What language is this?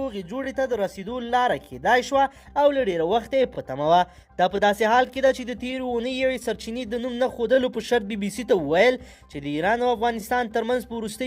Pashto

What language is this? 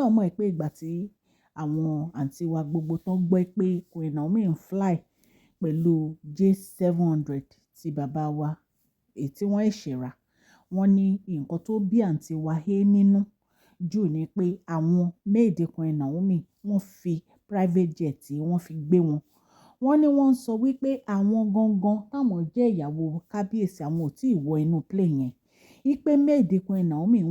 Yoruba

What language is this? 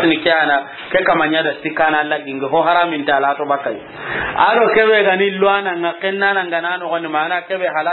Soninke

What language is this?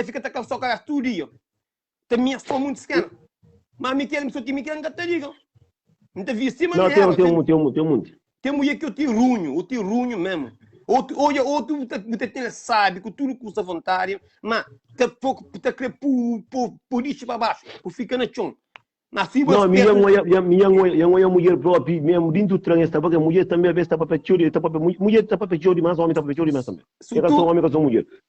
Kabuverdianu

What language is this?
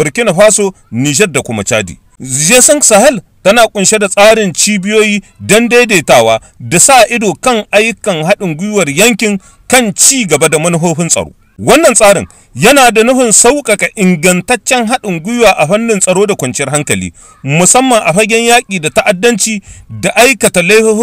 Hausa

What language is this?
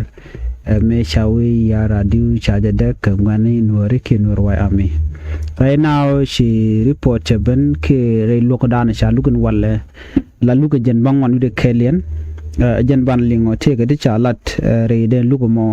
Nuer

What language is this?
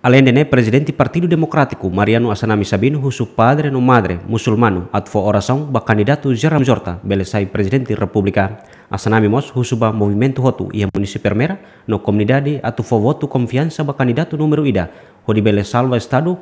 Tetum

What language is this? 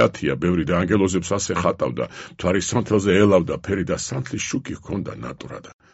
Georgian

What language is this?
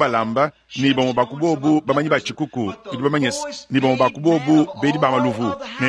Luba-Lulua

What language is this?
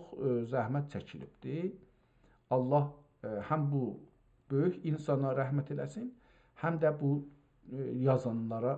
South Azerbaijani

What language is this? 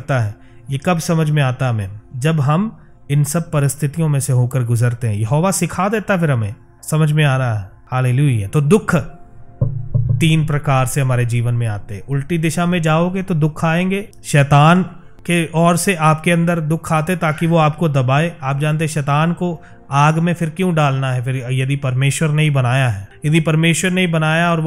Hindi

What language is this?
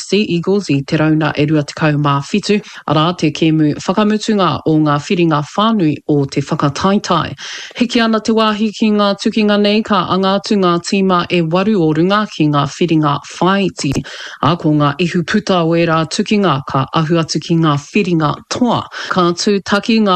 Māori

